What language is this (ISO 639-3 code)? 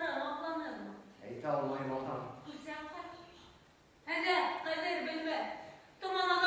bak